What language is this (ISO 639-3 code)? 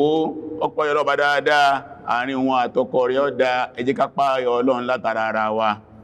yor